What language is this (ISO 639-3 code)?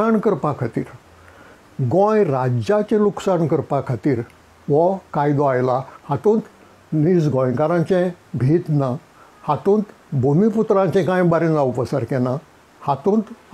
kok